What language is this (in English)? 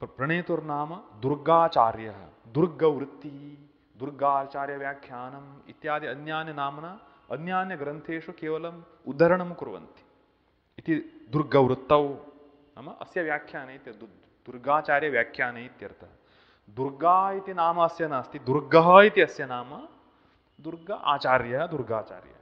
Sanskrit